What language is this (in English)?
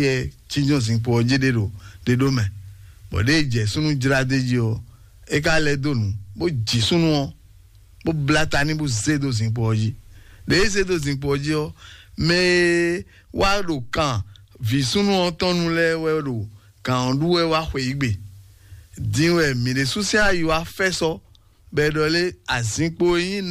Fon